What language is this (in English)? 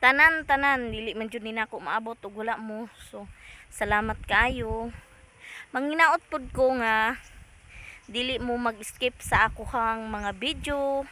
Cebuano